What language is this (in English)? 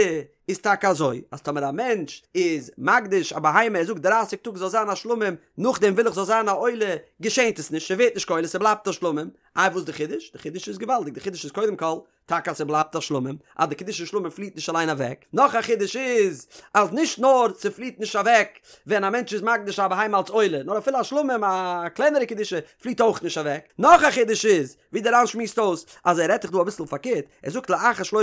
Yiddish